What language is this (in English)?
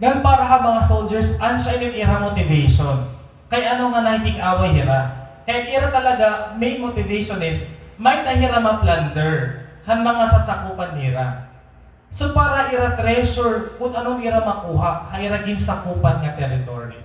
Waray